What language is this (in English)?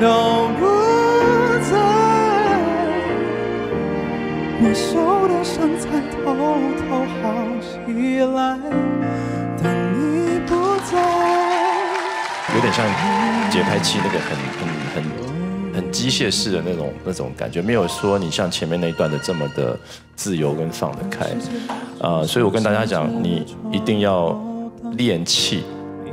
Chinese